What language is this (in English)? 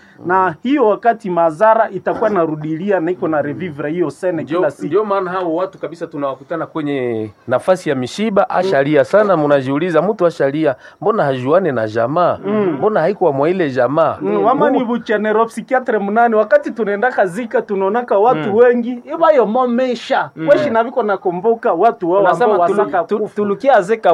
Swahili